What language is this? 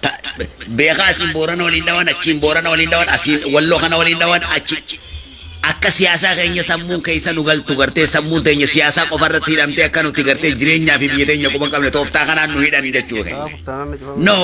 Oromo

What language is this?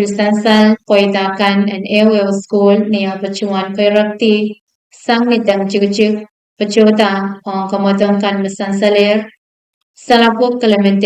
Pohnpeian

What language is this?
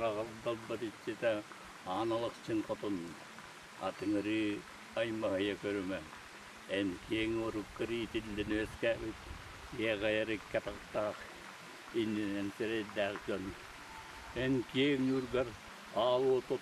Yakut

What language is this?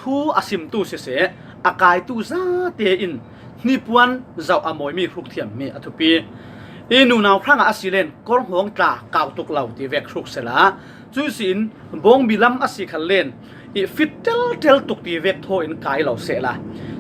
Falam Chin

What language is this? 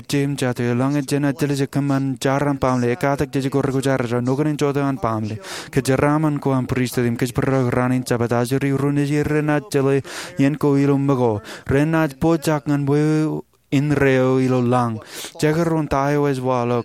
Marshallese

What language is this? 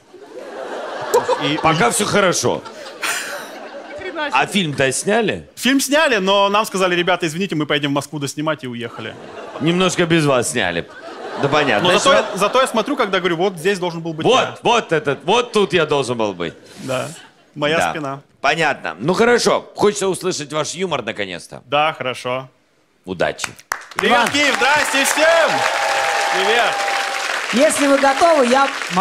Russian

